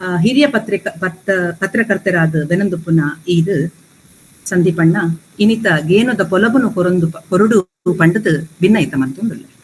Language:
Tulu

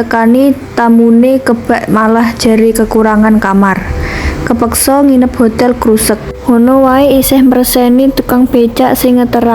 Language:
Javanese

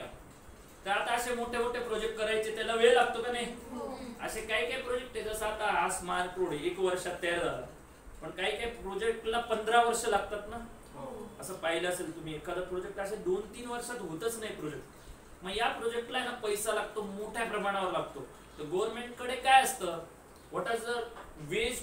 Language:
Marathi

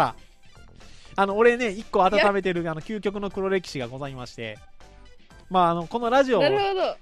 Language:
Japanese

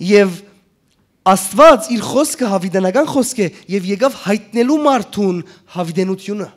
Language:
Western Armenian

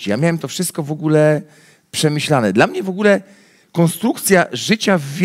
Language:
Polish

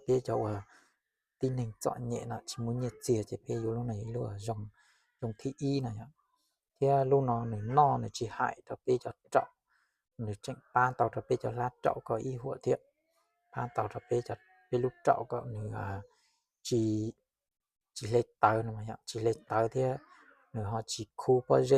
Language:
Hmong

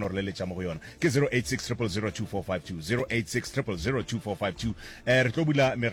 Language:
Northern Sotho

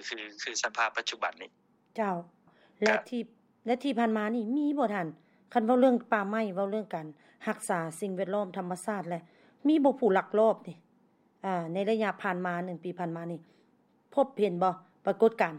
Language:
Lao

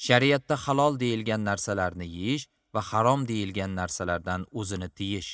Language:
Uzbek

